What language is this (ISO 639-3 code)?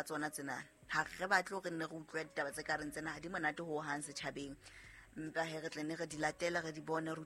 sot